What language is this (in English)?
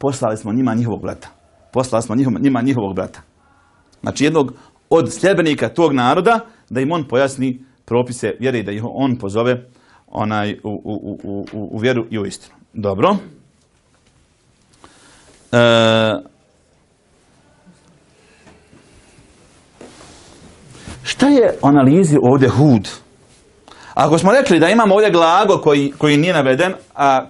Bosnian